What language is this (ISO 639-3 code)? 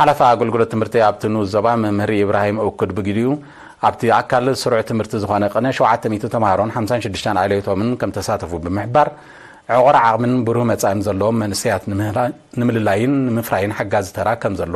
tir